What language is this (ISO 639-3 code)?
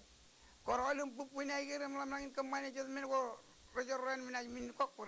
mah